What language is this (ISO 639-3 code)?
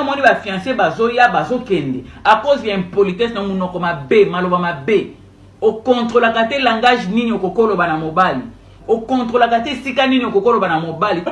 lin